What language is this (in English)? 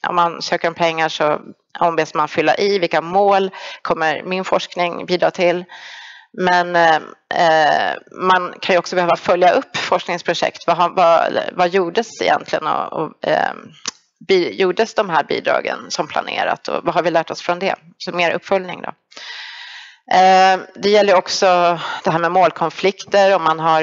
Swedish